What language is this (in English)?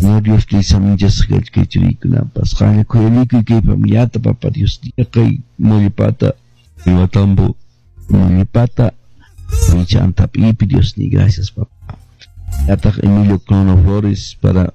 Quechua